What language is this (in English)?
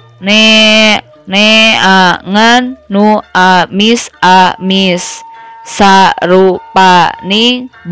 Sundanese